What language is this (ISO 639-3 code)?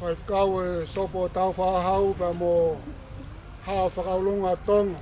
ton